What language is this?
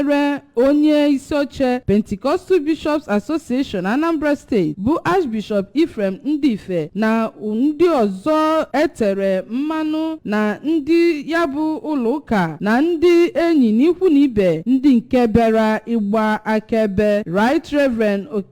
Igbo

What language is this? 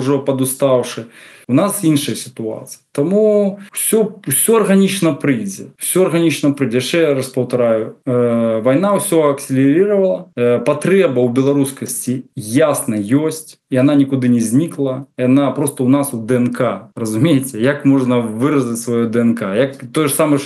Belarusian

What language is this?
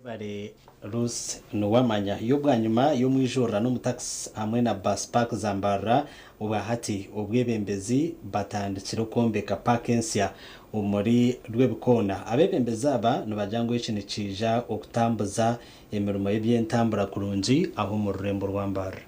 Nyankole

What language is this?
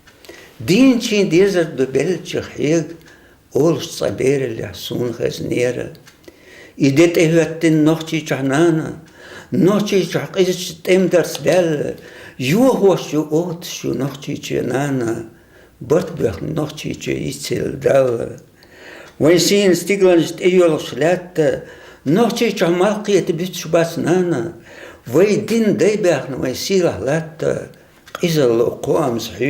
Chechen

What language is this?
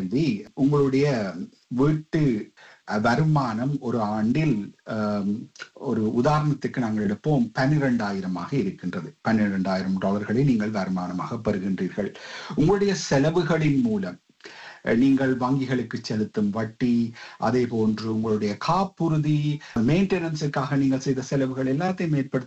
Tamil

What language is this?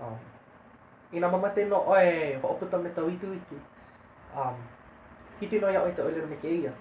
Hawaiian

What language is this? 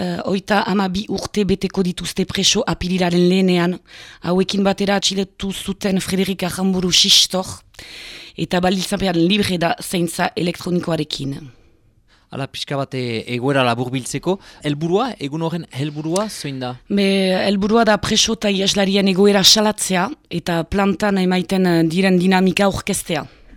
Basque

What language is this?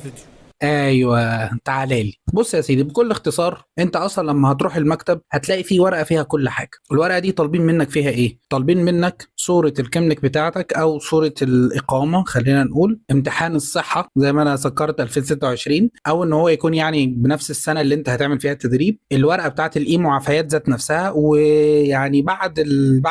Egyptian Arabic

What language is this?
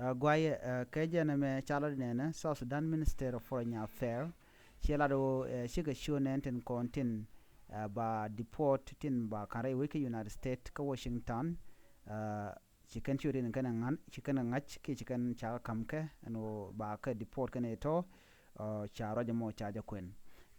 Nuer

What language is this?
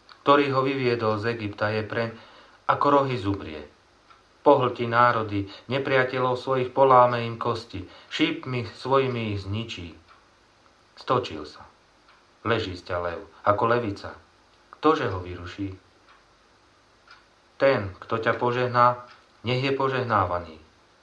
Slovak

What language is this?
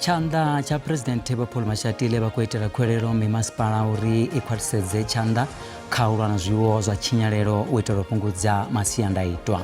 Venda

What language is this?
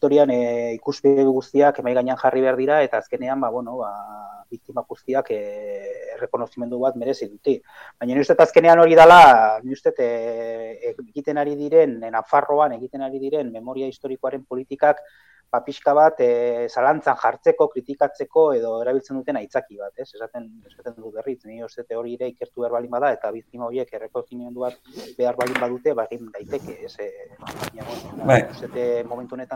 Basque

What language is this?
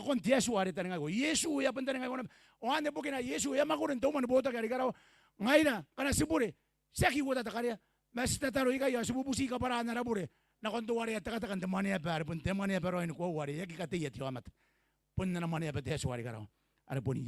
Gilbertese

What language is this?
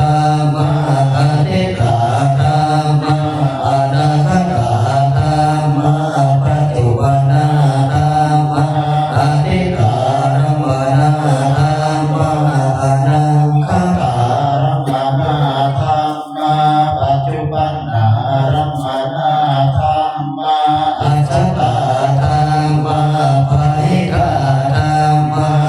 Northeastern Thai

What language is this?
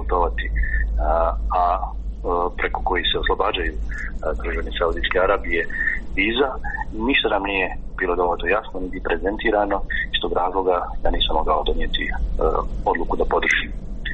Croatian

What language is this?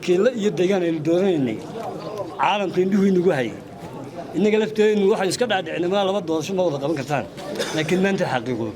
Somali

